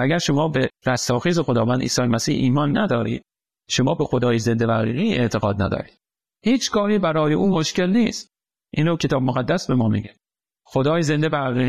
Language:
Persian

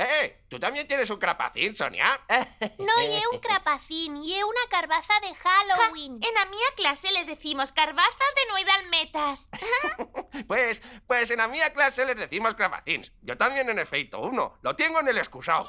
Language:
Aragonese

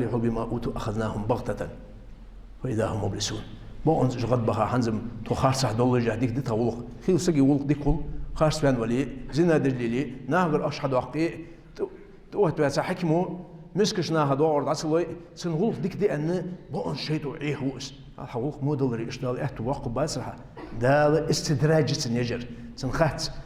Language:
Ingush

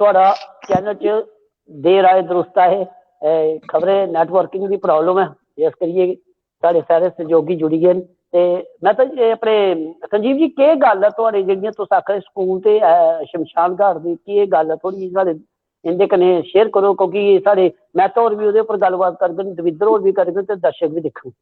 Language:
Dogri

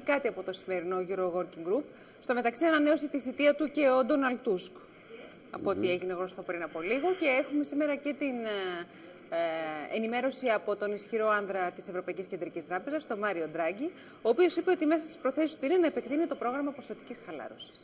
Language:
Greek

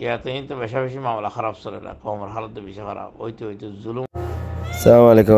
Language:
Rohingya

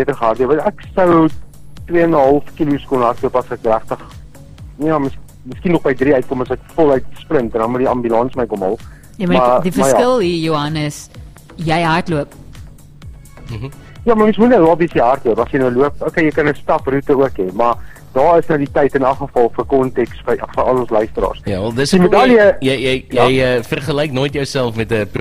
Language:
Afrikaans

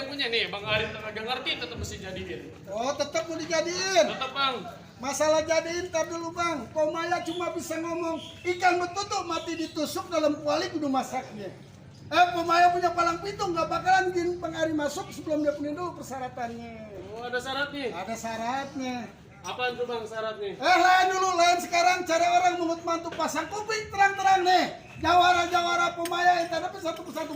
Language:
Betawi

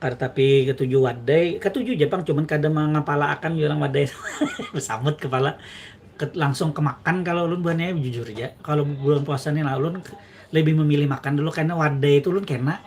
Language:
Banjar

